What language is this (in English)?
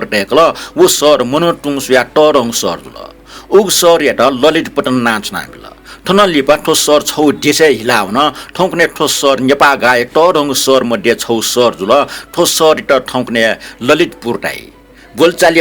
Newari